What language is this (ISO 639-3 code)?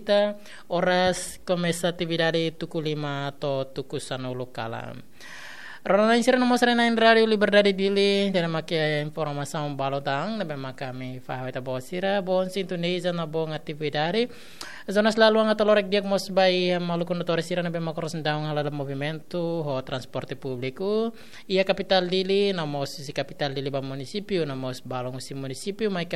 tet